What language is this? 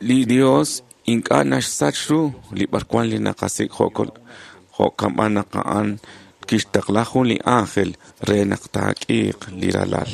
Kekchí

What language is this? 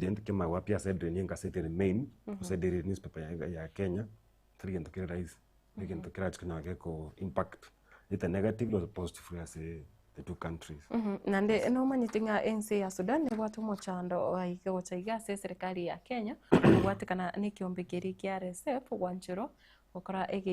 Gusii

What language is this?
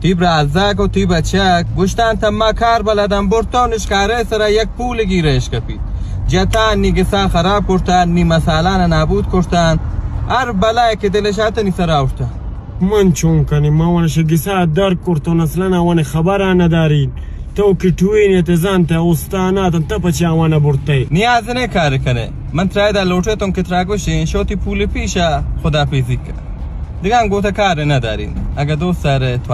Baluchi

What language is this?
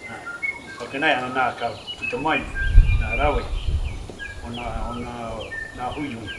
Māori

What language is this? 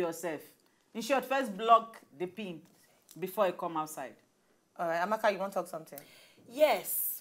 Nigerian Pidgin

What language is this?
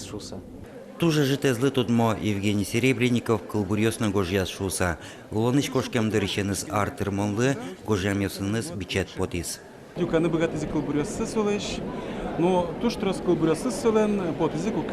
Udmurt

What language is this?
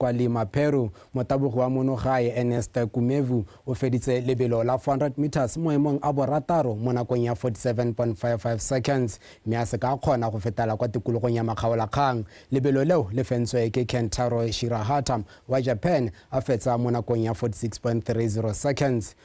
Tswana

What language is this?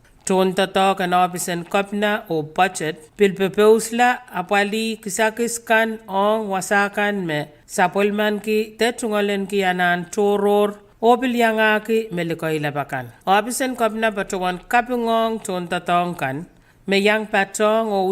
Pohnpeian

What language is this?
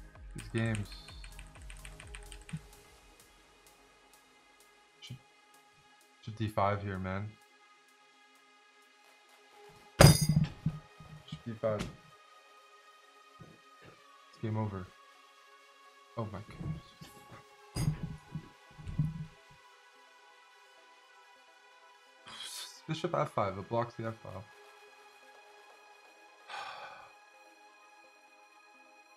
English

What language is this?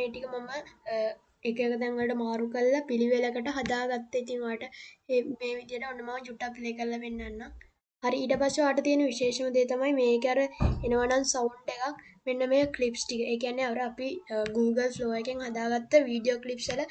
Sinhala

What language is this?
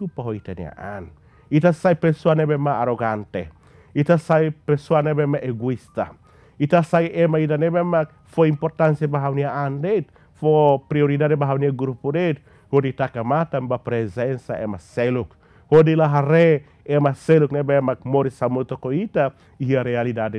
Tetum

